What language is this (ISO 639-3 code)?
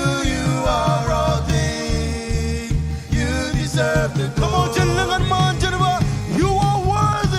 mah